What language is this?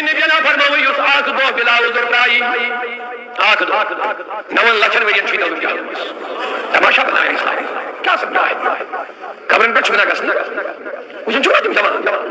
Kashmiri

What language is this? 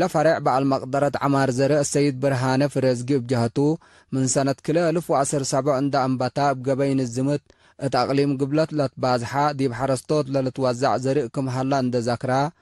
Tigre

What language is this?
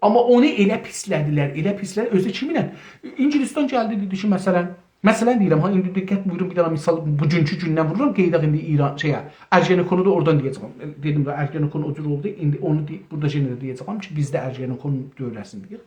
South Azerbaijani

